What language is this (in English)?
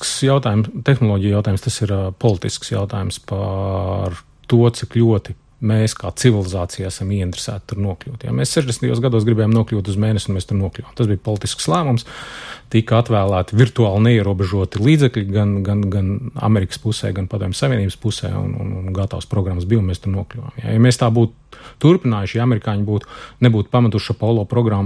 Latvian